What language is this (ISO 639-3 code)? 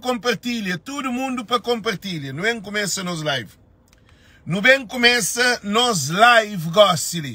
kea